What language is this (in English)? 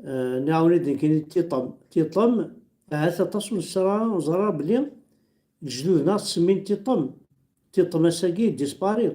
Kabyle